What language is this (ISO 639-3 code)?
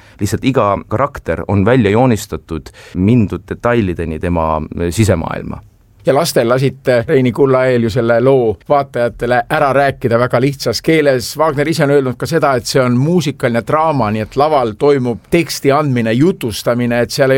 est